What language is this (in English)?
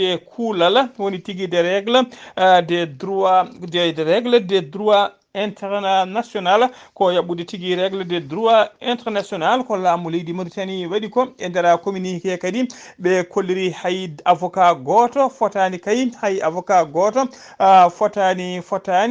Fula